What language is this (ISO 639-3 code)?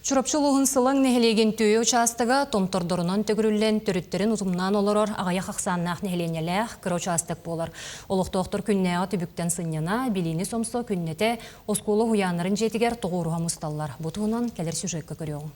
sah